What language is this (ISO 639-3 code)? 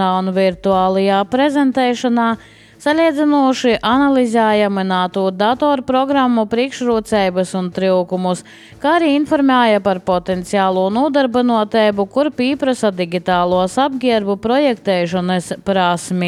lav